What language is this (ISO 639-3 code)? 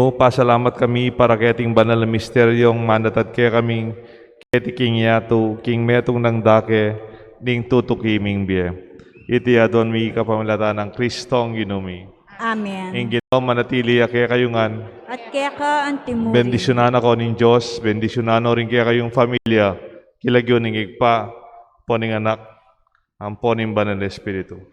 pam